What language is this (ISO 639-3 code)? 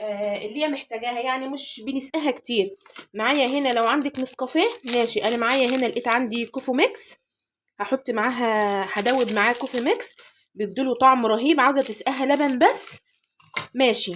arz